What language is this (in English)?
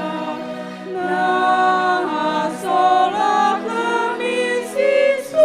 Nias